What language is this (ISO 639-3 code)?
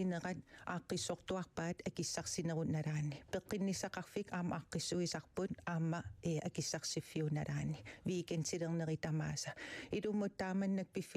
kal